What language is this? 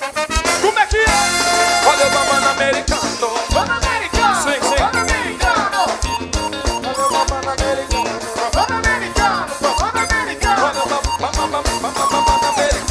Portuguese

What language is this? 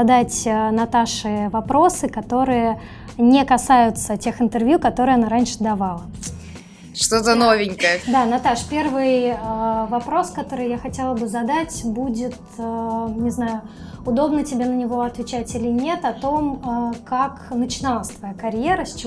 Russian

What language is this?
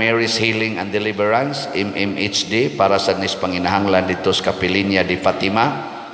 Cebuano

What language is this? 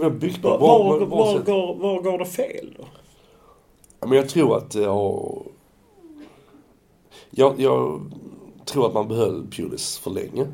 Swedish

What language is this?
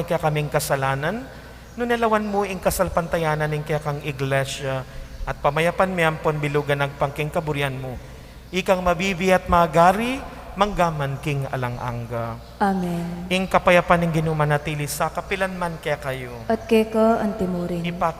Pampanga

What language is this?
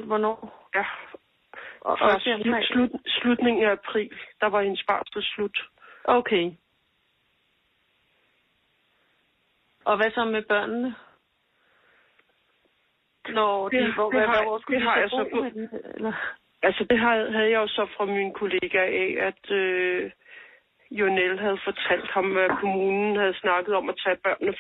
Danish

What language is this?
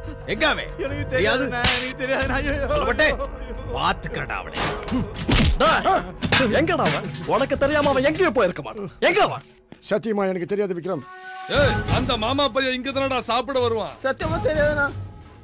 Tamil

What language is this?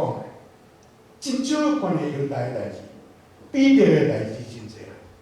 Min Nan Chinese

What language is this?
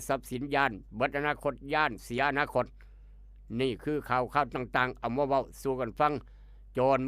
Northeastern Thai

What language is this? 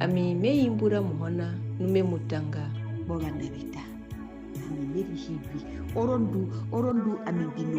Herero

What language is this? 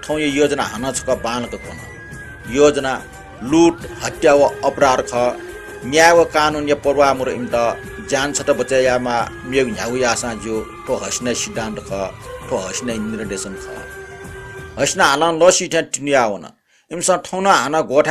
Newari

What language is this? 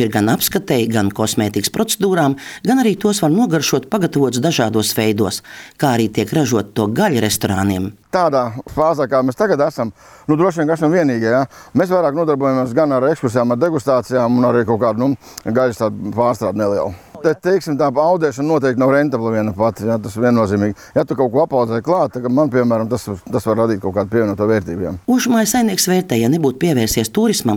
Latvian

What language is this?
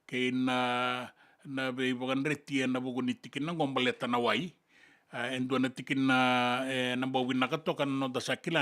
Fijian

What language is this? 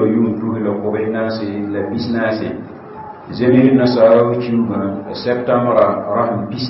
Mossi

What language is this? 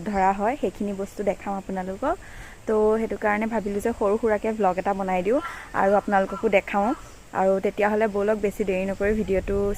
Assamese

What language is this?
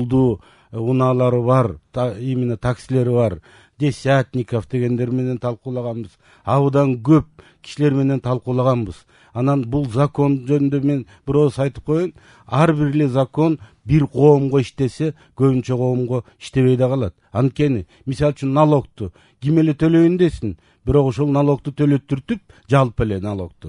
Kyrgyz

